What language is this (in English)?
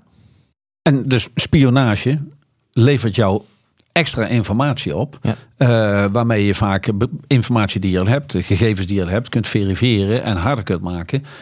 Dutch